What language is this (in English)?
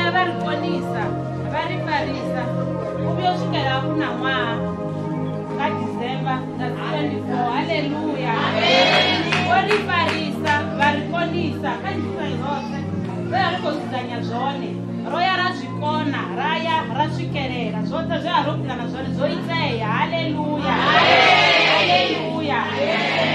Venda